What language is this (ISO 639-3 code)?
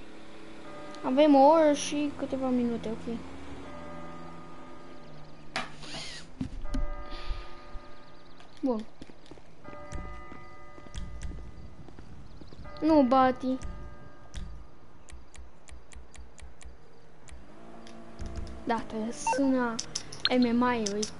ron